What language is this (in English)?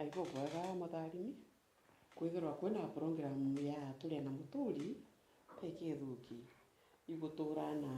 Meru